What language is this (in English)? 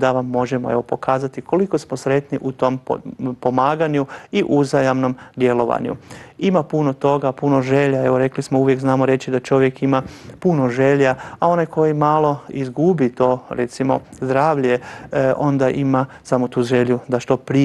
Croatian